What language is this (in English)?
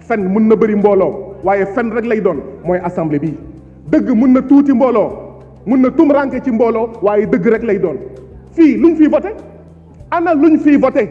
Wolof